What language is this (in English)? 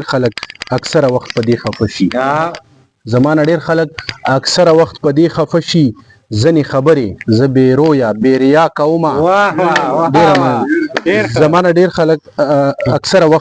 Pashto